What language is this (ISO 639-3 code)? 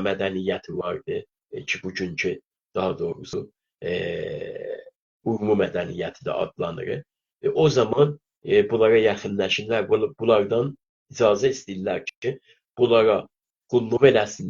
azb